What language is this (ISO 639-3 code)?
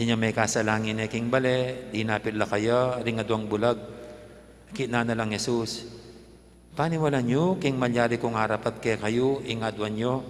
pam